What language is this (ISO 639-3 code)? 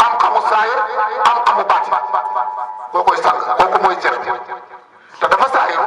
wol